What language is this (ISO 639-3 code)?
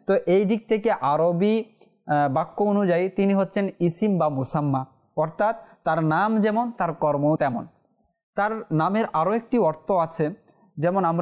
ben